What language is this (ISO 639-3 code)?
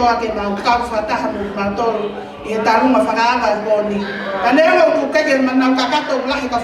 ton